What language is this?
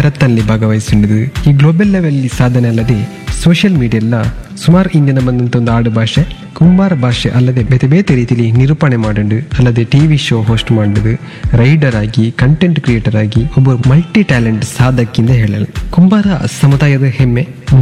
Kannada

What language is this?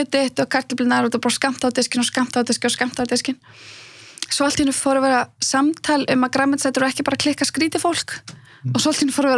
Icelandic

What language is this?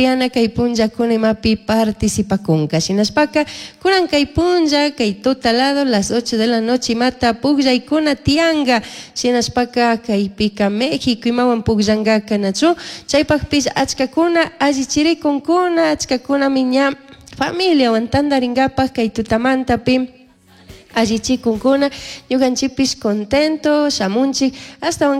Chimborazo Highland Quichua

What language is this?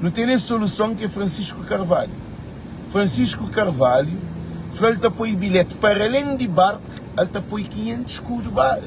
Kabuverdianu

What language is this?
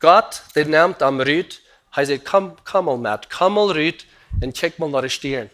Plautdietsch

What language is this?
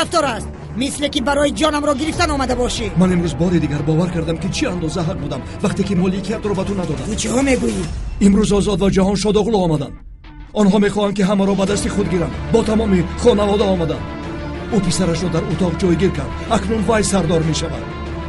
Tajik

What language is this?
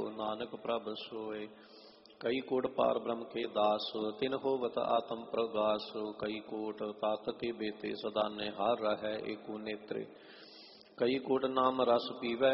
Punjabi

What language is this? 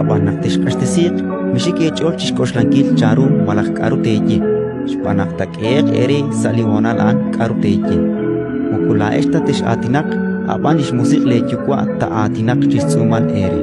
Kekchí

